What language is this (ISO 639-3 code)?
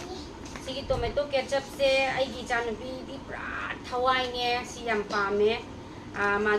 mni